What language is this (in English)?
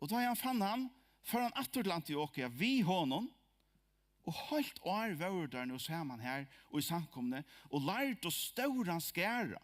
Faroese